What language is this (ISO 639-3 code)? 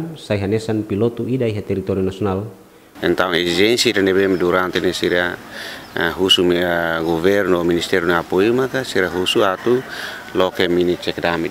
tet